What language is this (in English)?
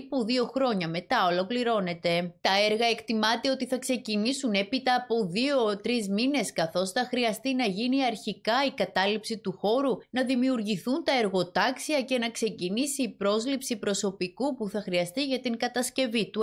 Greek